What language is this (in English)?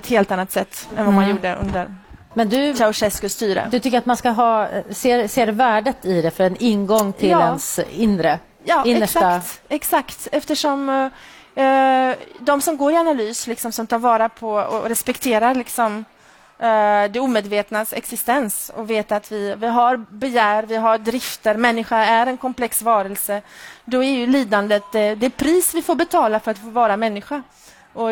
Swedish